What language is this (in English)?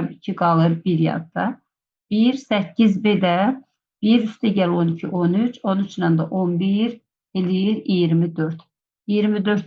Azerbaijani